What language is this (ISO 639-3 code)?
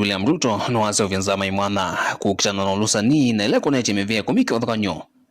kam